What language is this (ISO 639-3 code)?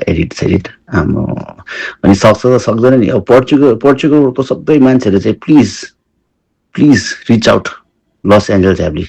nep